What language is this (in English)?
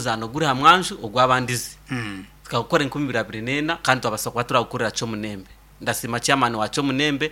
Nyankole